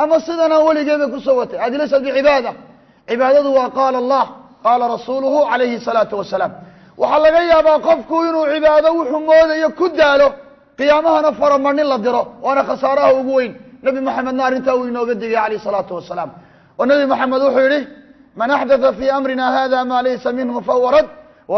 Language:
Somali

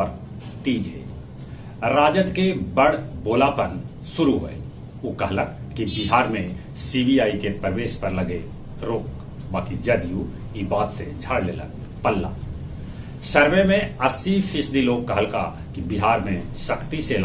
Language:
Magahi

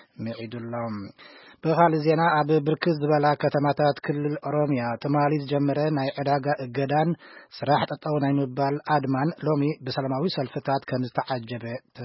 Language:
Tigrinya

